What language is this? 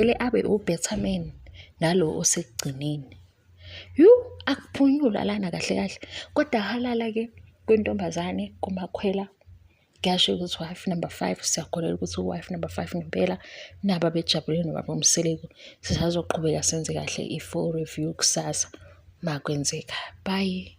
Zulu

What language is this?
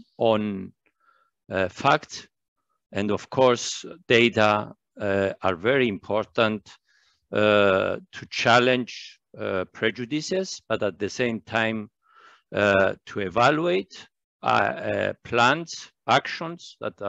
English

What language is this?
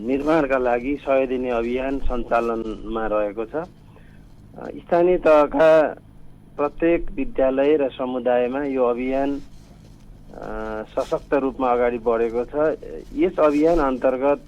Nepali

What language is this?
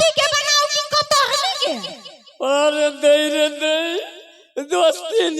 Maithili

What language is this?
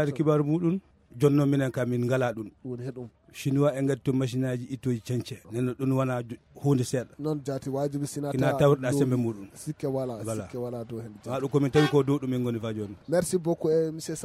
Fula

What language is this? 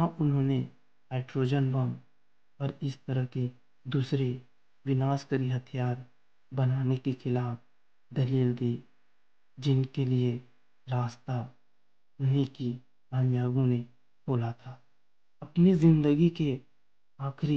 Hindi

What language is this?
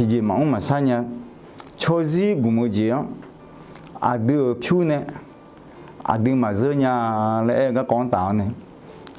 Akha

